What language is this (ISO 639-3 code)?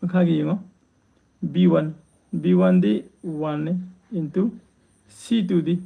mni